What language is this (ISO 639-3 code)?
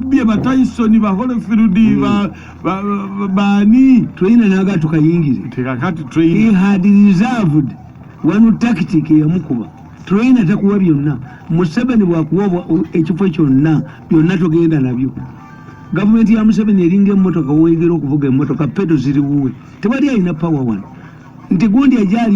lug